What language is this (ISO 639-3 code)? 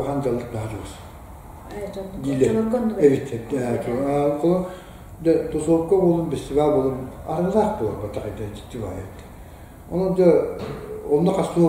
sah